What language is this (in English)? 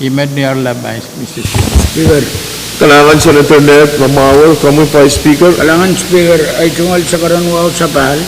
Pohnpeian